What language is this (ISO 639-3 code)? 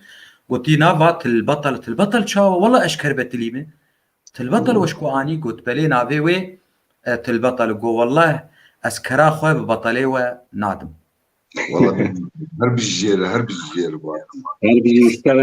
kur